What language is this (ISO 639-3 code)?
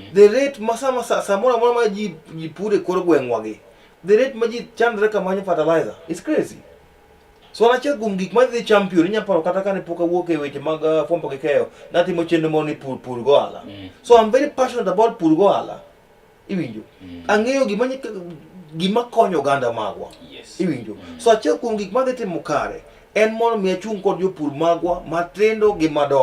luo